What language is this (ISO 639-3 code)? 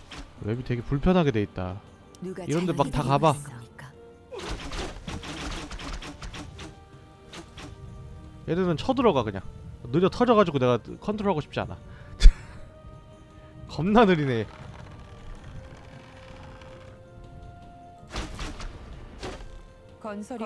kor